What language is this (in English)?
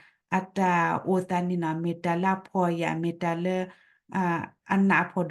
S'gaw Karen